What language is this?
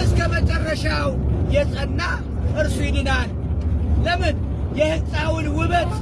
Amharic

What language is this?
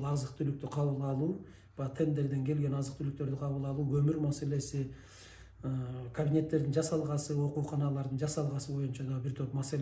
Kyrgyz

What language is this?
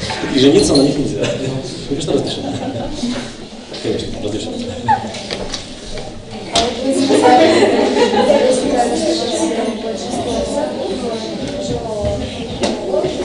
Russian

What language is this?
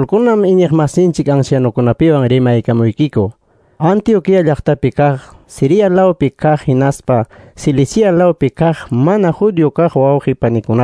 Ayacucho Quechua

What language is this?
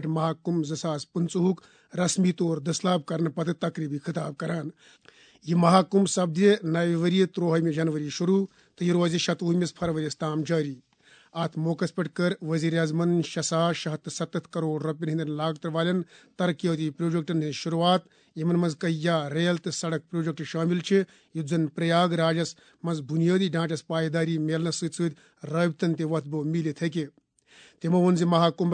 Kashmiri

